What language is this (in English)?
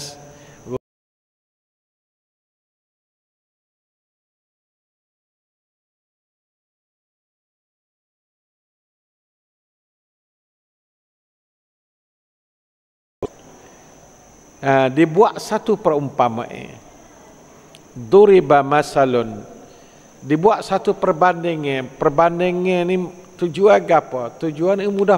Malay